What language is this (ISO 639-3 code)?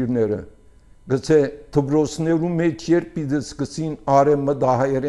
hye